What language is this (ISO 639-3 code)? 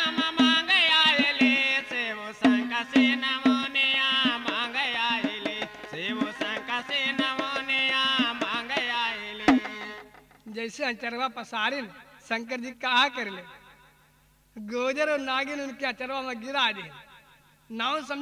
bho